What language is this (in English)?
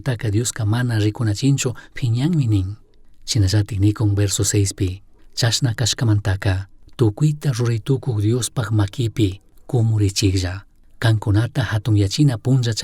Chimborazo Highland Quichua